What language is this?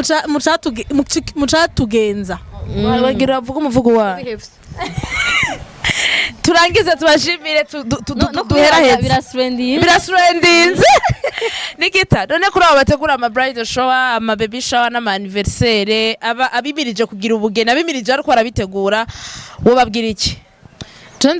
Rundi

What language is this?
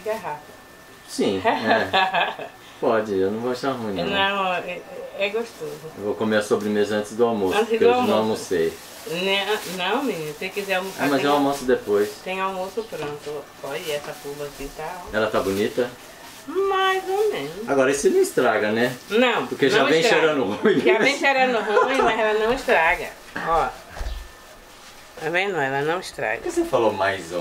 Portuguese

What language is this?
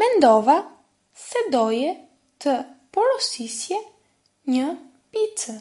Albanian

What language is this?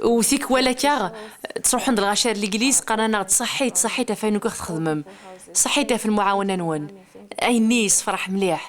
Kabyle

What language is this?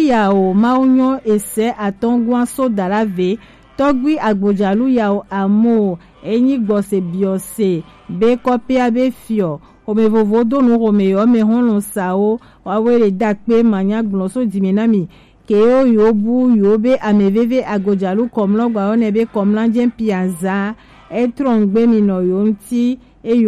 Gen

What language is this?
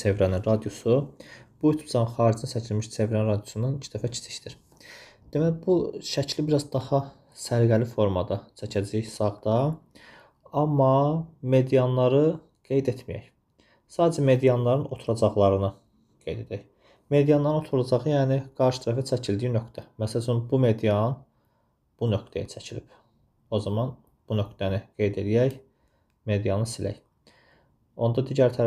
Azerbaijani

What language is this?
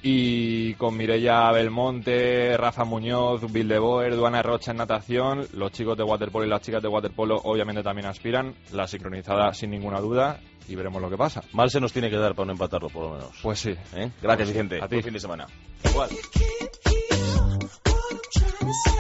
Spanish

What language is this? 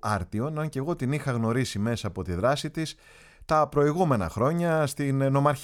Greek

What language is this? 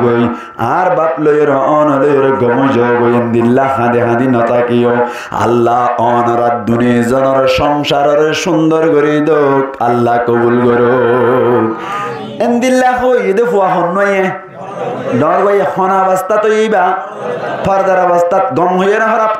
Rohingya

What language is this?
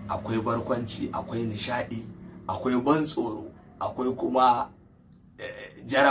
Hausa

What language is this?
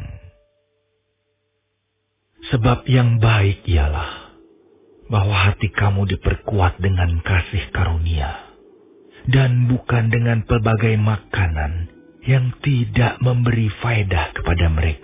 Indonesian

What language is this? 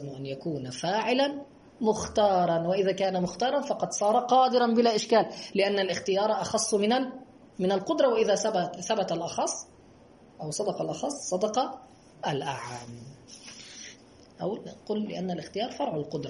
Arabic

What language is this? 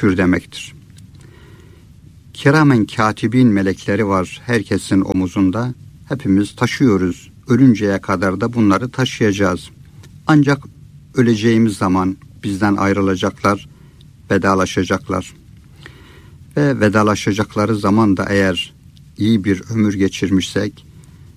Turkish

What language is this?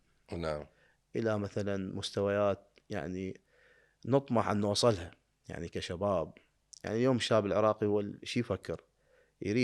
Mesopotamian Arabic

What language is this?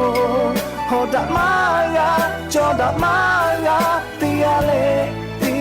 Lahu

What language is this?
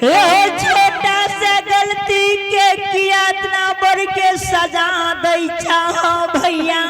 Angika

